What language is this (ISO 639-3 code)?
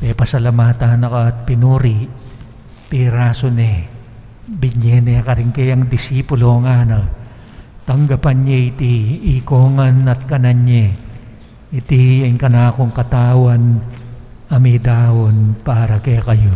pam